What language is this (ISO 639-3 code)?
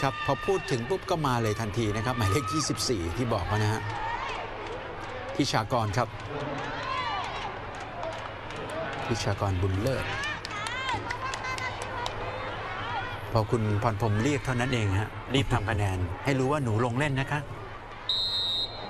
tha